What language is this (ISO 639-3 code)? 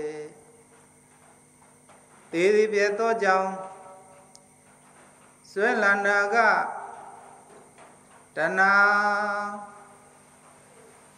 mya